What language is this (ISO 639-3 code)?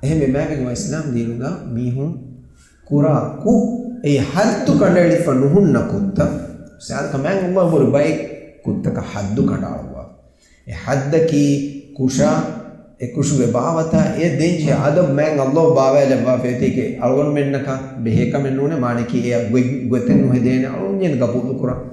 div